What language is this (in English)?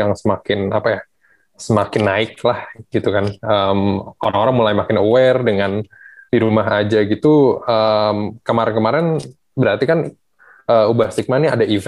Indonesian